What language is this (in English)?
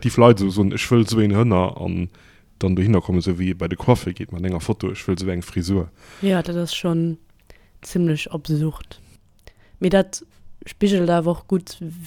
Luxembourgish